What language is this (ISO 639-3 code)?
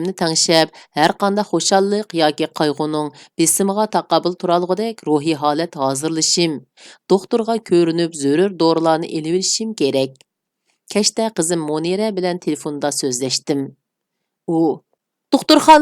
uig